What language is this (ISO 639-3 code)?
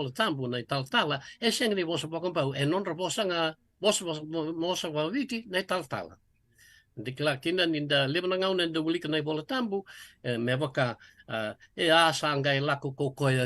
fij